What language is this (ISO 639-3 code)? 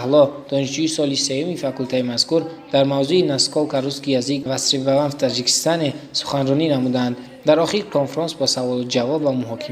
tgk